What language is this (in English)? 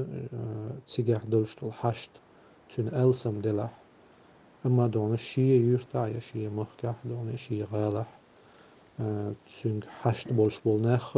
Chechen